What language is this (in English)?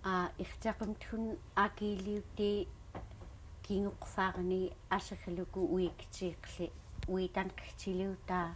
Central Yupik